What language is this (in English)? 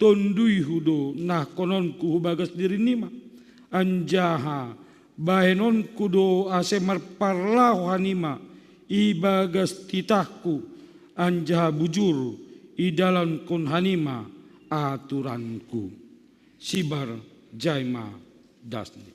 Batak Simalungun